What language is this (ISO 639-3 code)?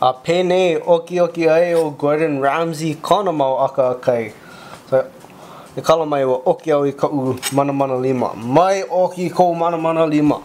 haw